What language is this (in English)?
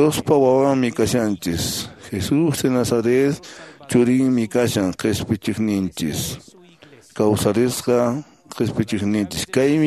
Quechua